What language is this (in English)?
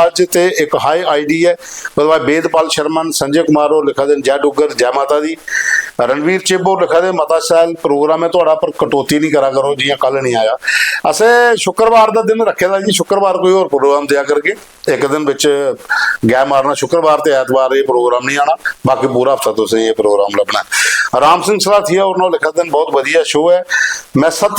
Dogri